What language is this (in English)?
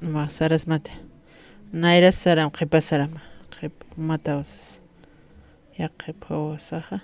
Aymara